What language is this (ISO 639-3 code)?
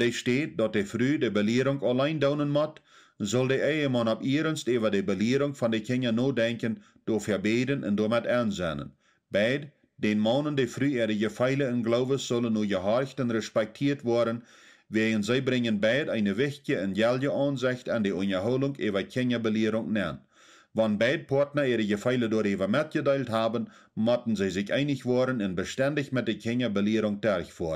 pdt